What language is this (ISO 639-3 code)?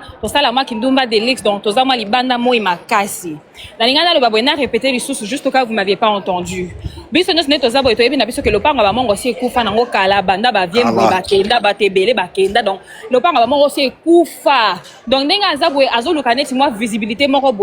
lin